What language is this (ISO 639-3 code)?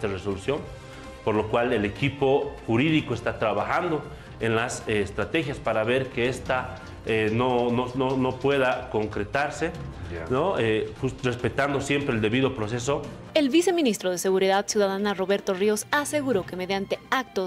spa